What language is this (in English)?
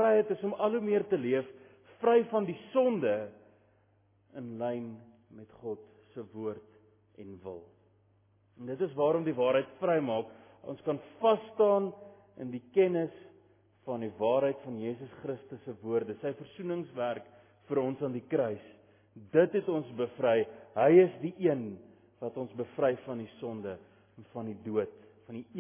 Afrikaans